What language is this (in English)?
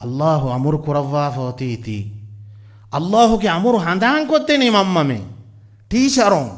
Divehi